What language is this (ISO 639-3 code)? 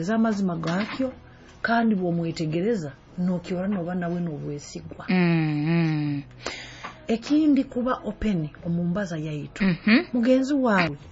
nyo